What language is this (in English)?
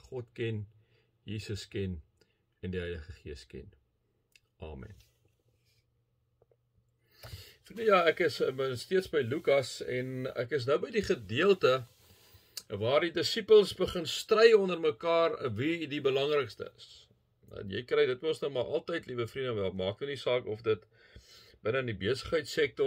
Afrikaans